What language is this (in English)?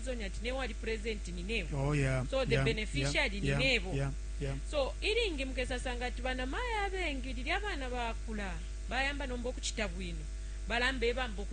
Bemba